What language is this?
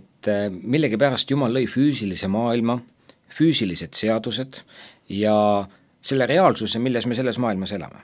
Estonian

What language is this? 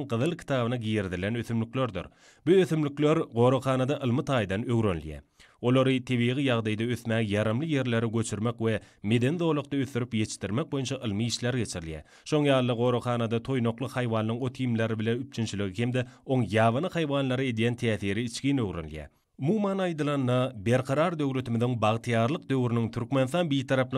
Turkmen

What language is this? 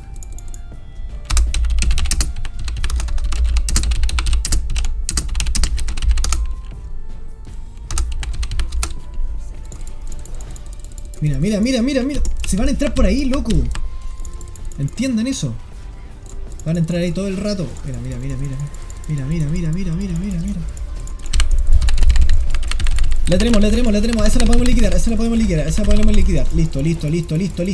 Spanish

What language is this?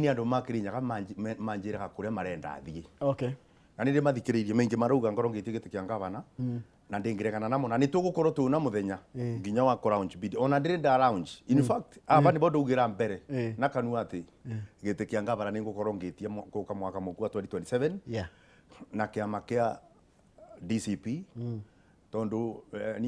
Kikuyu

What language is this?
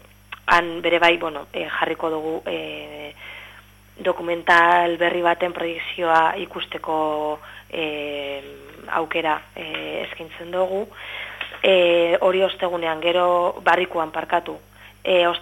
Basque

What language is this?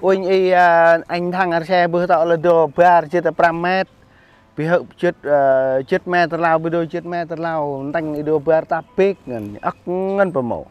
Central Mnong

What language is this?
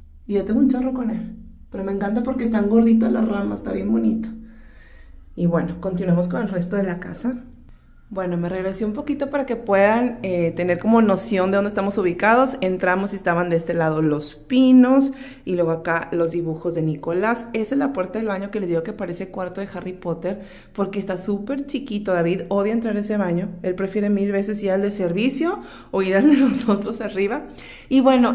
Spanish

